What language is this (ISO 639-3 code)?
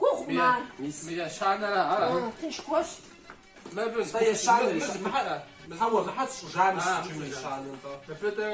kbd